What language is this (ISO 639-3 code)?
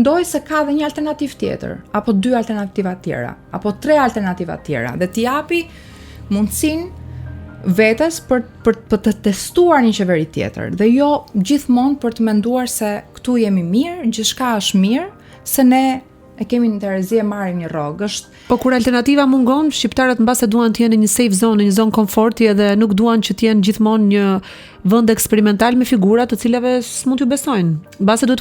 sqi